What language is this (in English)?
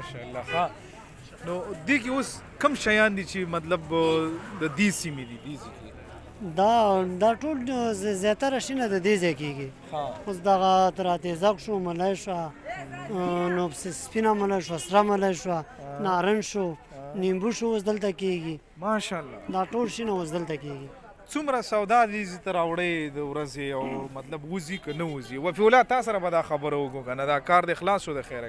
Pashto